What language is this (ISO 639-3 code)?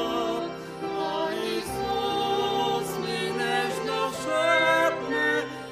bul